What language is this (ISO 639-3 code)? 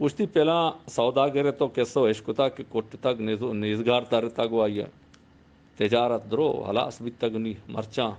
bgp